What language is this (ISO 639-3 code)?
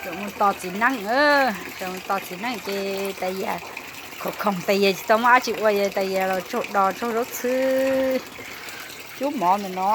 hmn